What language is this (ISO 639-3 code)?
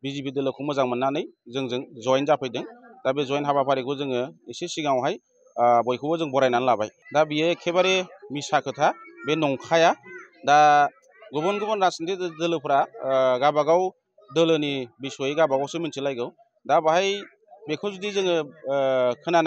brx